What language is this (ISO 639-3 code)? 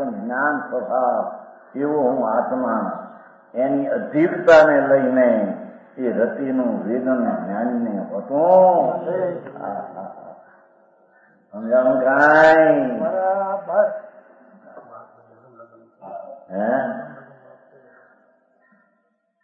guj